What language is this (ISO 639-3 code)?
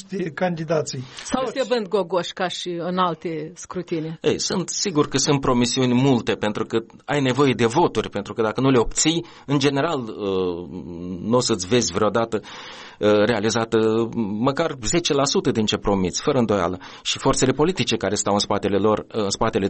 ron